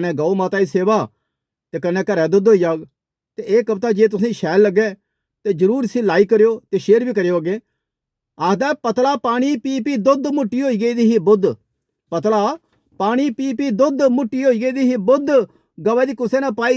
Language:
Dogri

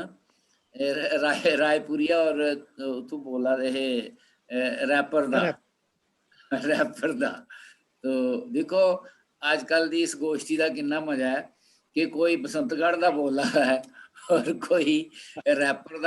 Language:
Dogri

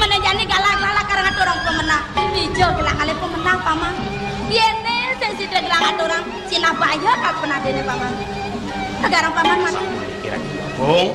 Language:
Balinese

